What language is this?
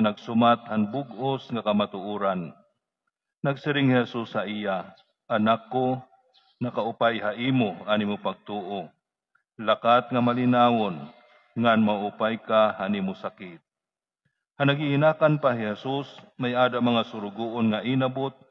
Waray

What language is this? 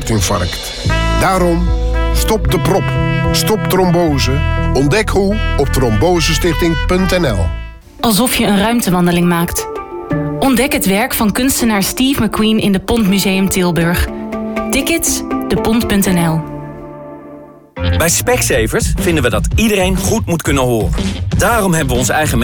Dutch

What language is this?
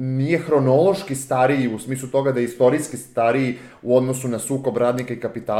Serbian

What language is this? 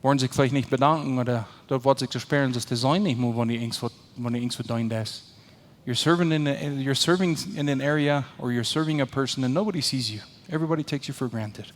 Plautdietsch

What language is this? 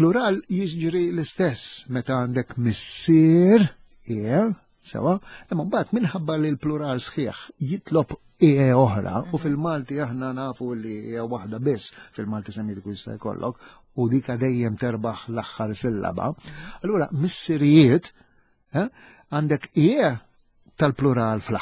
Maltese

